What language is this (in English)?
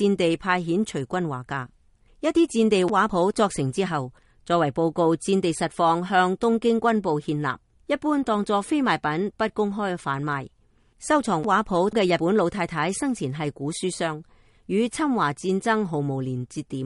Cantonese